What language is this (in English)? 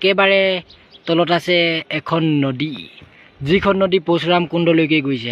Assamese